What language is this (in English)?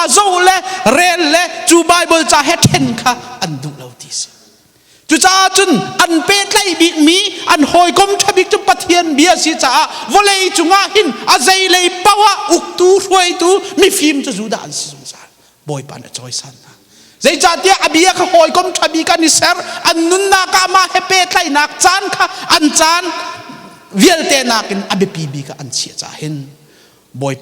Hakha Chin